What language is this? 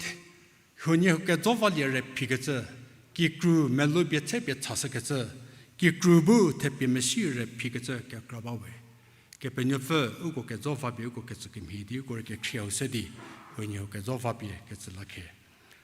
Angami Naga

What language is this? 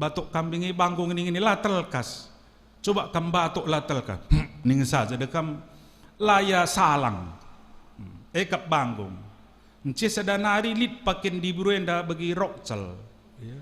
Batak Karo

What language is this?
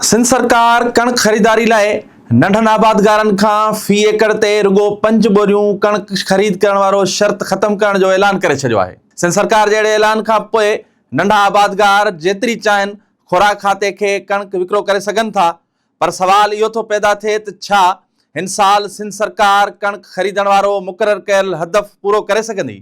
Sindhi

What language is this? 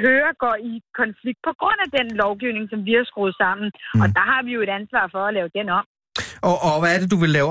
Danish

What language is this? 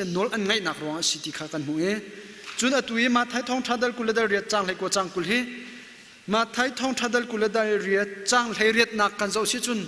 Hakha Chin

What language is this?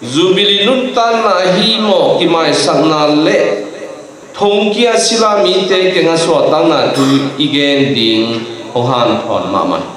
Tedim Chin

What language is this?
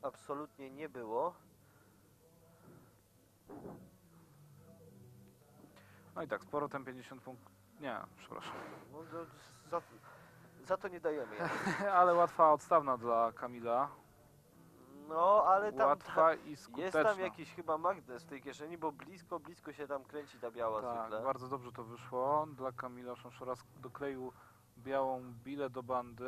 Polish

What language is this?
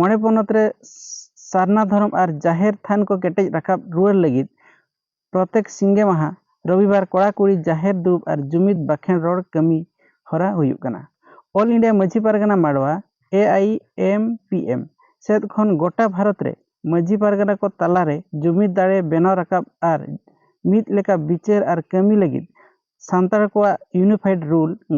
Santali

